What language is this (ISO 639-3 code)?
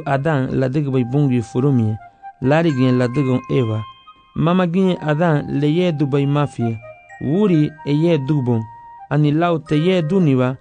cab